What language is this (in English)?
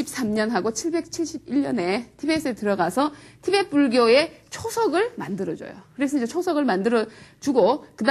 Korean